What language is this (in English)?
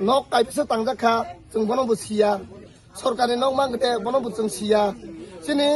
Kok Borok